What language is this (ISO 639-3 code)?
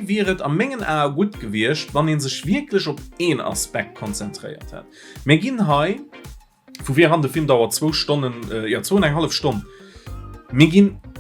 ltz